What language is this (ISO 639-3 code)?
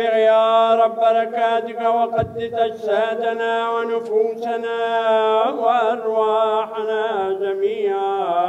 ara